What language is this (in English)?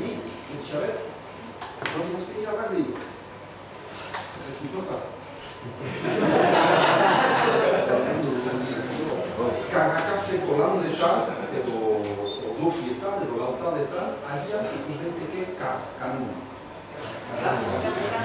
Basque